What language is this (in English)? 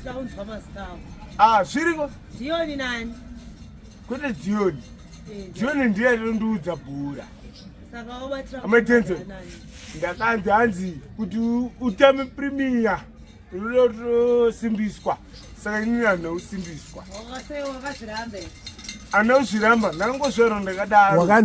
Shona